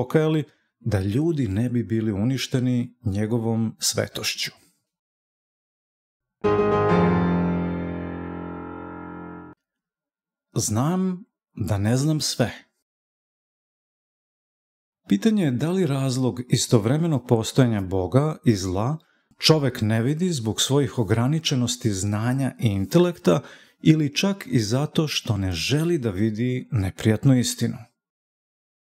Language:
Serbian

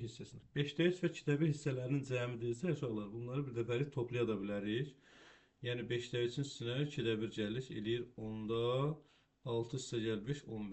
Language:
Azerbaijani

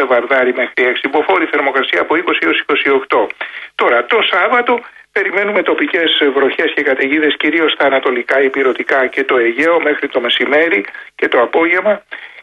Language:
Greek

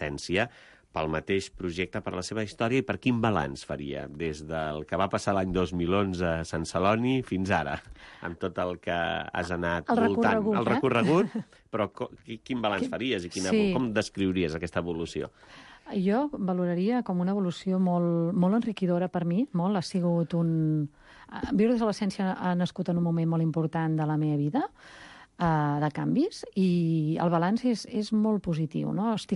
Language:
Catalan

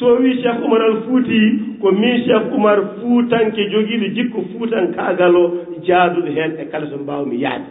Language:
Fula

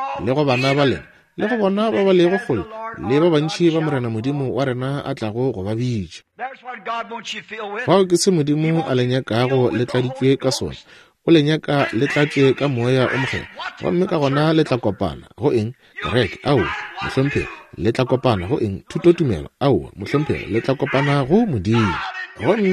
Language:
Northern Sotho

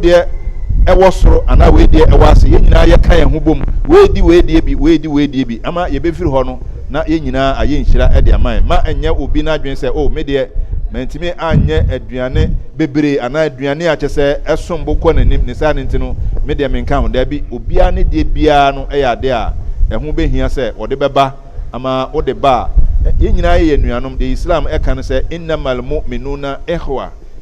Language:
Akan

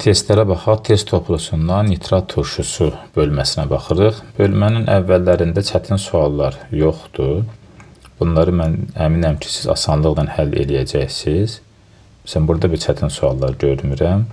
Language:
Azerbaijani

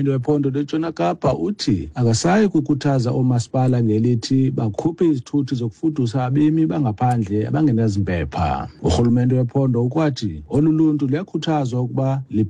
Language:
Xhosa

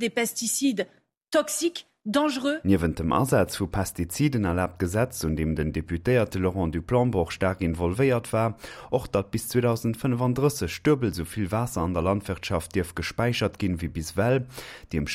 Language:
Luxembourgish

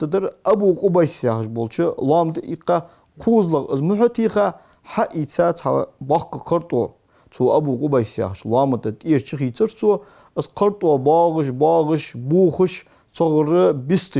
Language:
Ingush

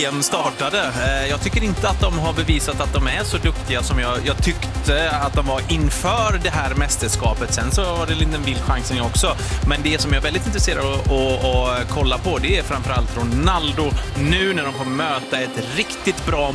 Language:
Swedish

